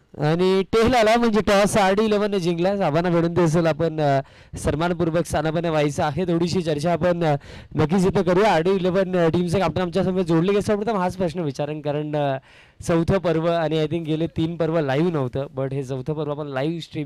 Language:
Marathi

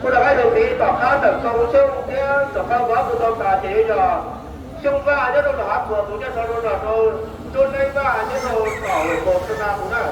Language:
Hmong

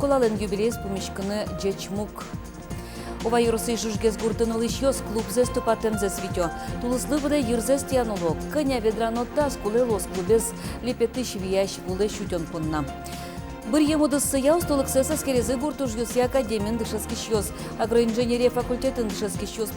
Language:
Udmurt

